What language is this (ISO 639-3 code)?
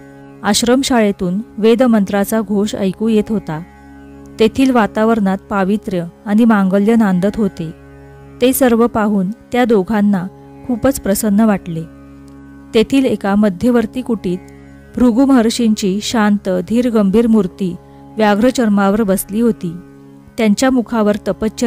mar